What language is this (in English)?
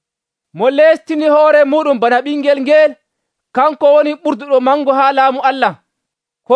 Nigerian Fulfulde